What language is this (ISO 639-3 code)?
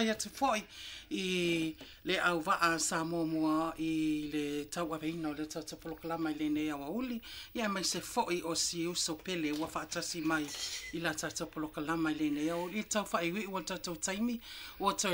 smo